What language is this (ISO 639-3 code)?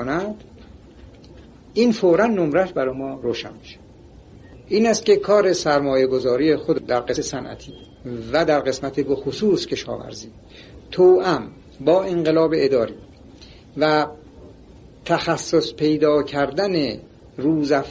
fas